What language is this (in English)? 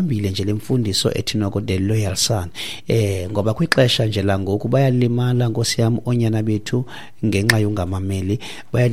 Xhosa